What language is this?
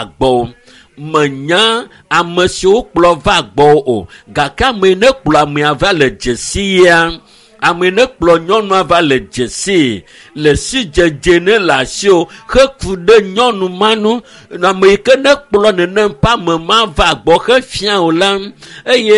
Ewe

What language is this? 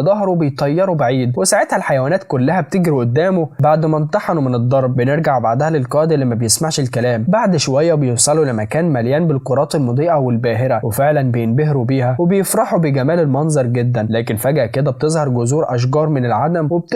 Egyptian Arabic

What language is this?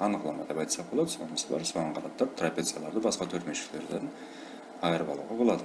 Kara-Kalpak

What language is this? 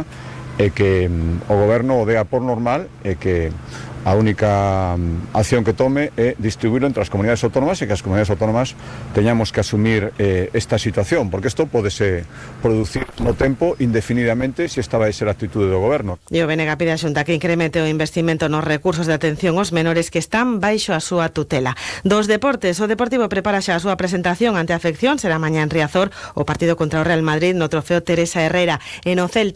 Galician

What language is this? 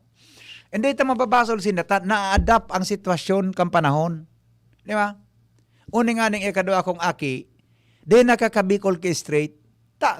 Bikol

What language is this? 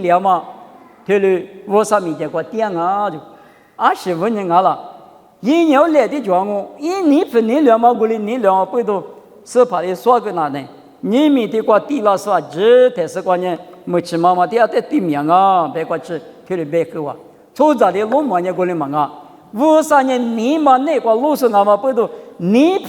Lisu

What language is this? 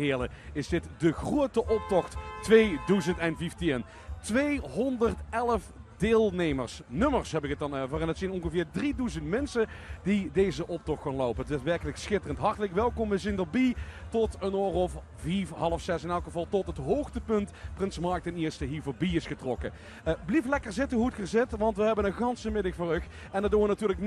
Limburgish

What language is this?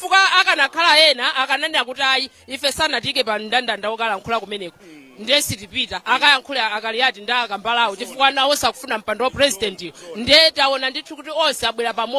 Nyanja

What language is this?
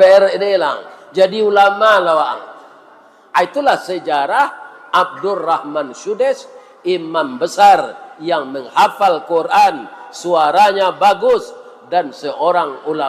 Minangkabau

